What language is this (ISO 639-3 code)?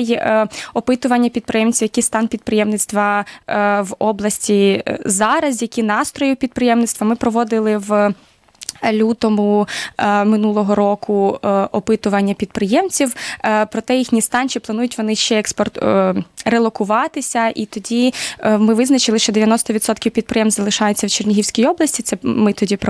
ukr